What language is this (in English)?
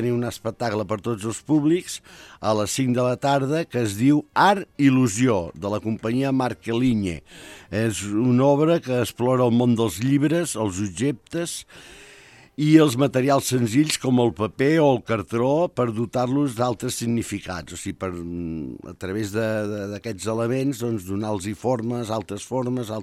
Catalan